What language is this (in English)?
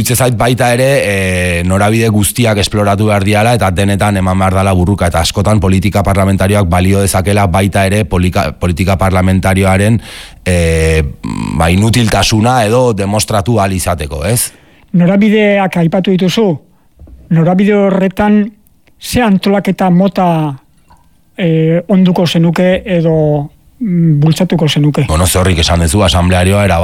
Basque